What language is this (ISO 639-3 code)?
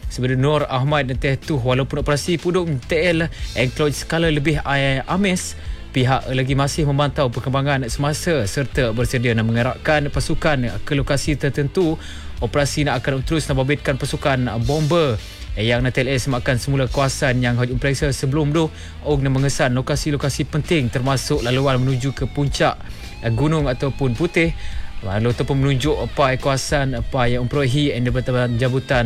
msa